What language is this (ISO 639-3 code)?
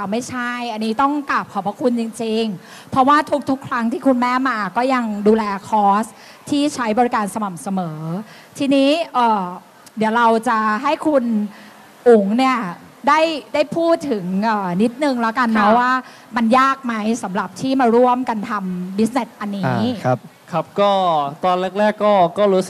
tha